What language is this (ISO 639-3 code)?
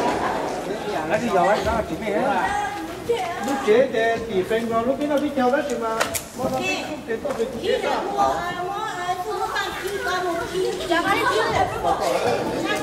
vie